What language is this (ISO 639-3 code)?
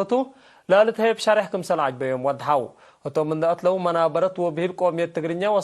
tig